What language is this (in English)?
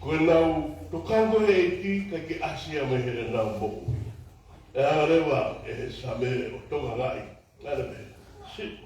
Tongan